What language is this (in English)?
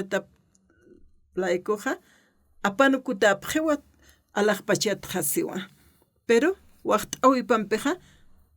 Aymara